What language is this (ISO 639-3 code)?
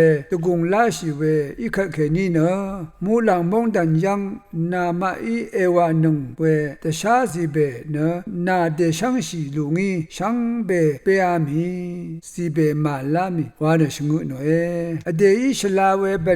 raw